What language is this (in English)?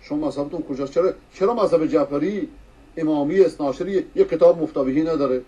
Persian